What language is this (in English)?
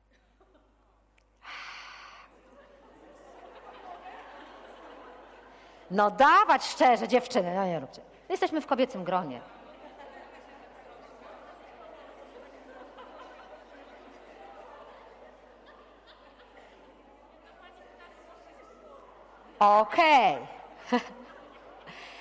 Polish